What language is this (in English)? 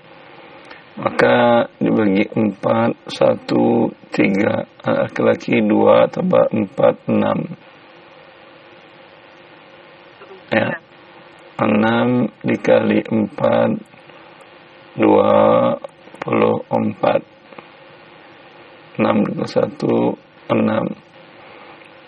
Indonesian